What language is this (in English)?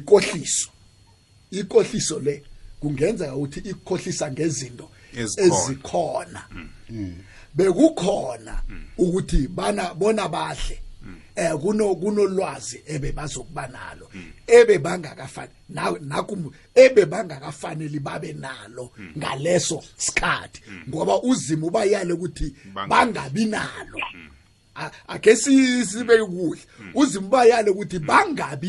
South Ndebele